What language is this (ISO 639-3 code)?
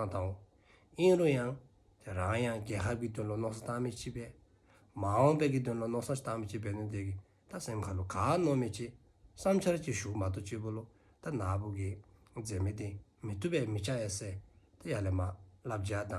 dzo